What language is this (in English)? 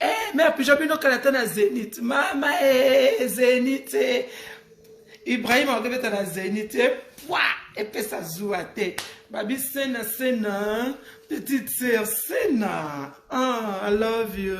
Lingala